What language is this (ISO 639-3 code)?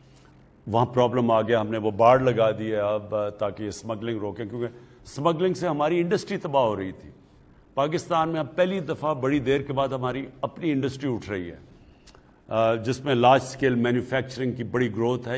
urd